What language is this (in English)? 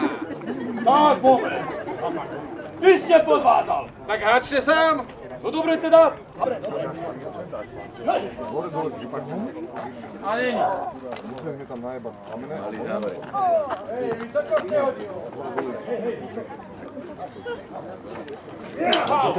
Slovak